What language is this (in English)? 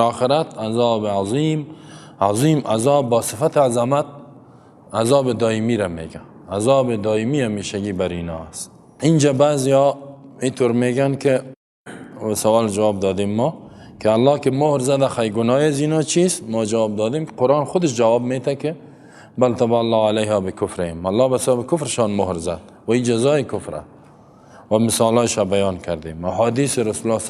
Persian